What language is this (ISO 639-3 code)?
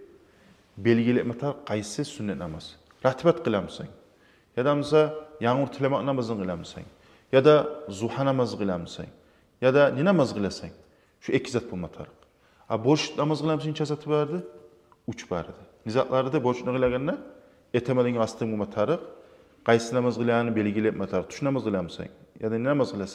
kum